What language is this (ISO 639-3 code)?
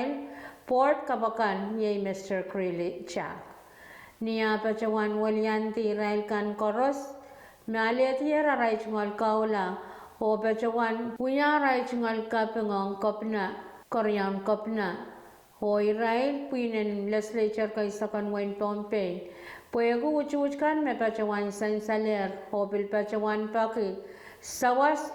pon